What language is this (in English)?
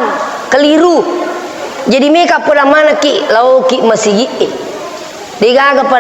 Buginese